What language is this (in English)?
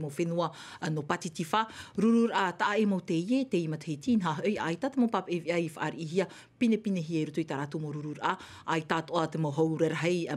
Tahitian